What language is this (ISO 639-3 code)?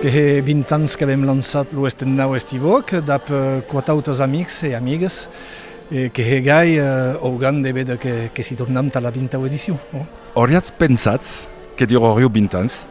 oci